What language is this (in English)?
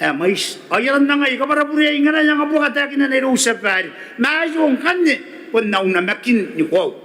Gilbertese